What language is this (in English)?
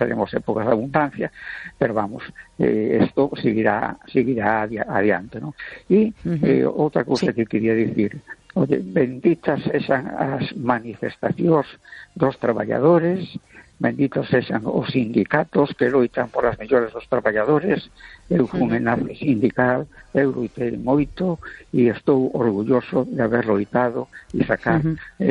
Galician